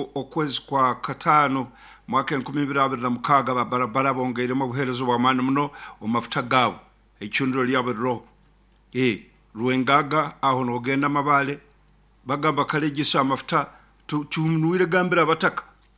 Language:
Nyoro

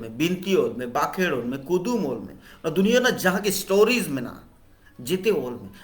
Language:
Santali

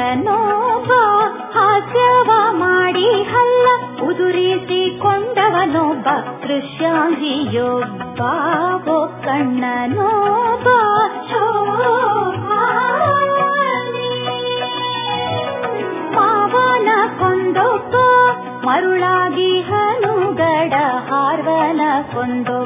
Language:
Kannada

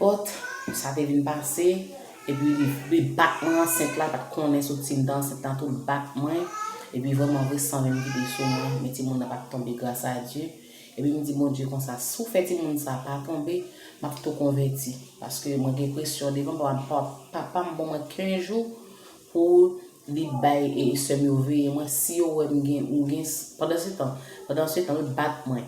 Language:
Haitian Creole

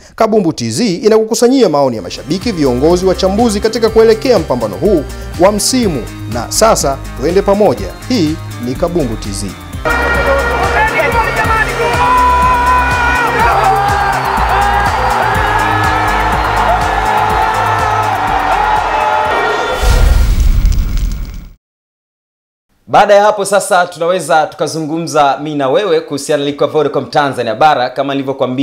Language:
Swahili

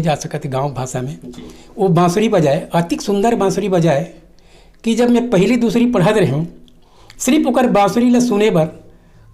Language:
Chhattisgarhi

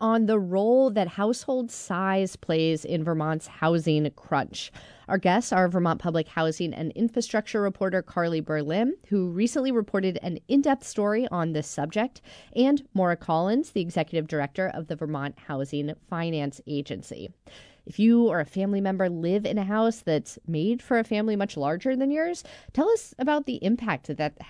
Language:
English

